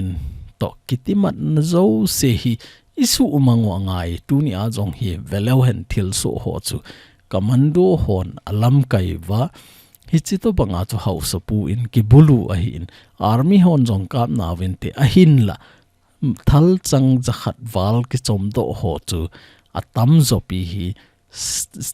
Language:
Thado Chin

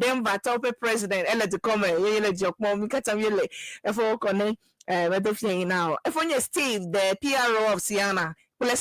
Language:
Ewe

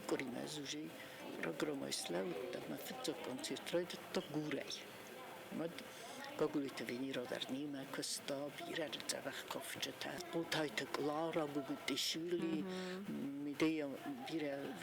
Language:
Ossetic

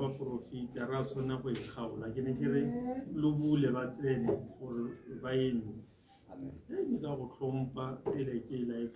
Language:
Tswana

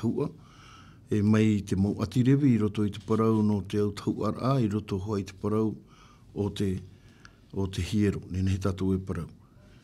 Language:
Tahitian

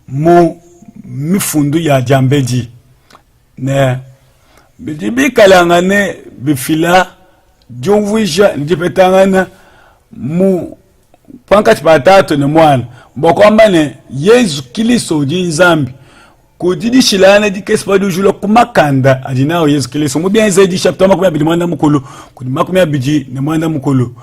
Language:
Luba-Lulua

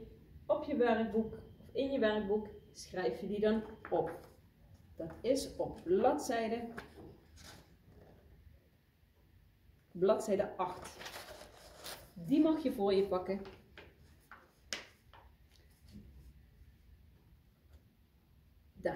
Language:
Dutch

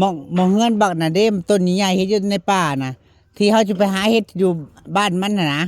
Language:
Northeastern Thai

